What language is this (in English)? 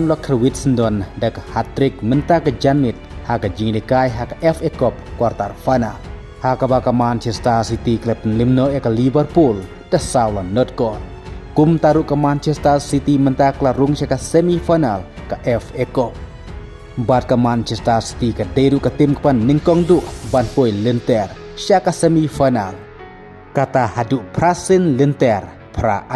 Khasi